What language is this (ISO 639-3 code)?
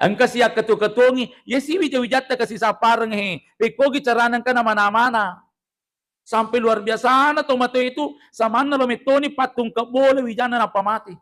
bug